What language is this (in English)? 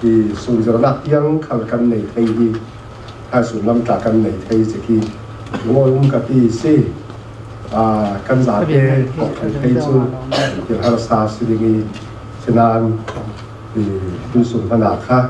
Falam Chin